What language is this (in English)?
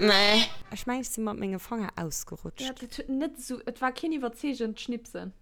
Luxembourgish